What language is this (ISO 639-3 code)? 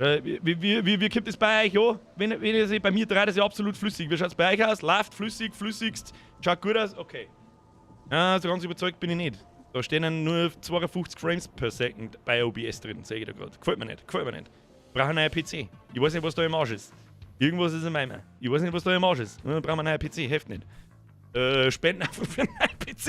bar